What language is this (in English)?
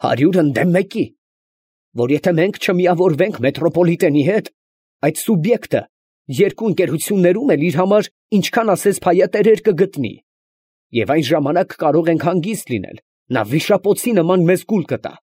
Armenian